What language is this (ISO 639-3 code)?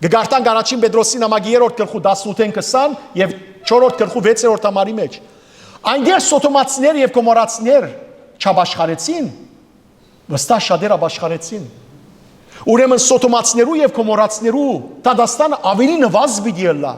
hyw